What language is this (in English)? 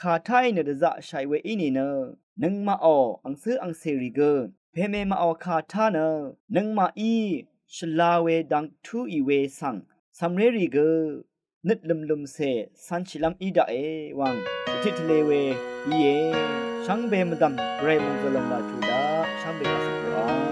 Rawang